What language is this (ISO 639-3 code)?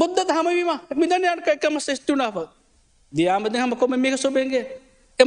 div